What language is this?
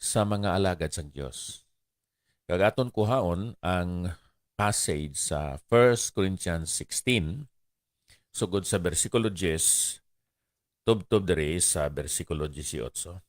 Hiligaynon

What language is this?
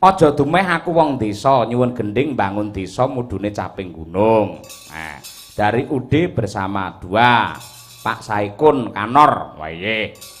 Javanese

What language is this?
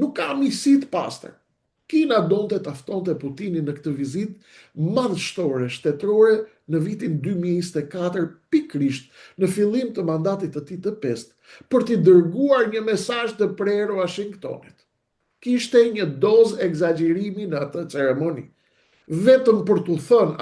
Albanian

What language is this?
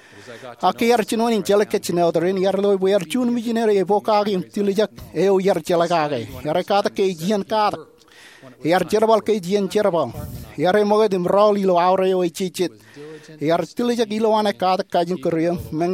Marshallese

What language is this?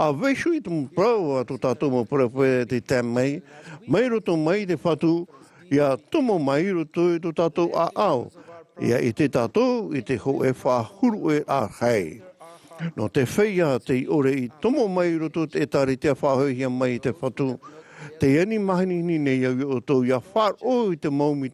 Tahitian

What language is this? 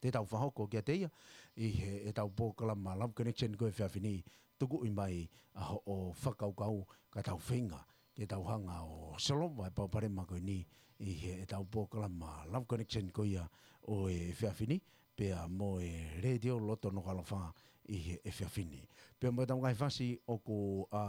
Tongan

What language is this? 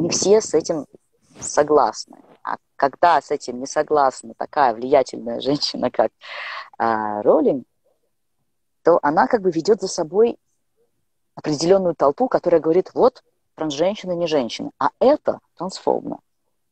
Russian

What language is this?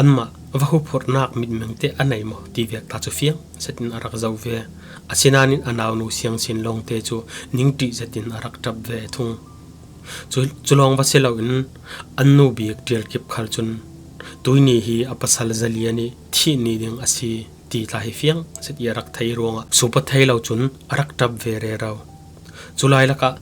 Falam Chin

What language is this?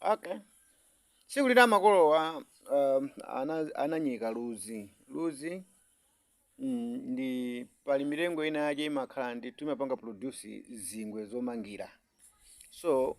Nyanja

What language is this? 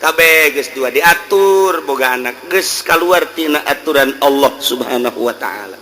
Sundanese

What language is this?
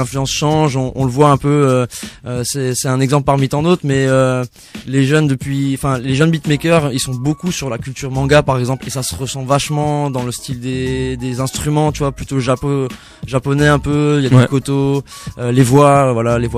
French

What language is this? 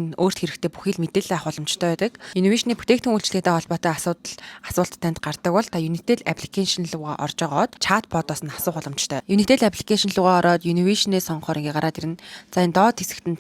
Mongolian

